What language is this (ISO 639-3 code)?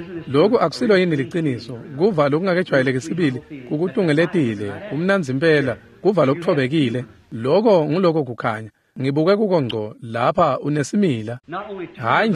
ssw